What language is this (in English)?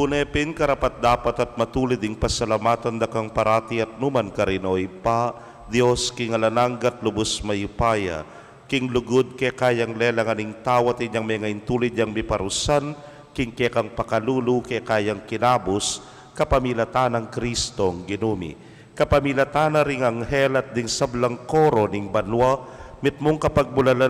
Pampanga